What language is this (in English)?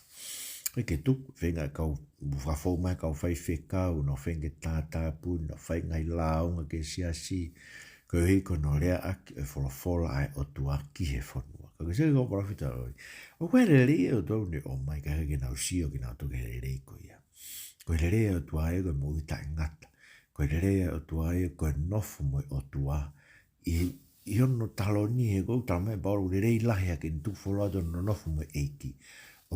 Tongan